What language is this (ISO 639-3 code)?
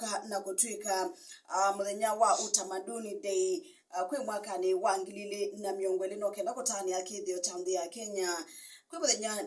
kam